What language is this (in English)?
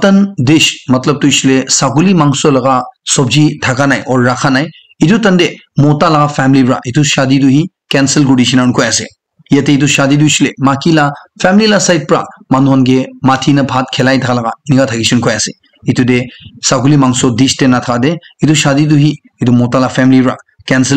Naga Pidgin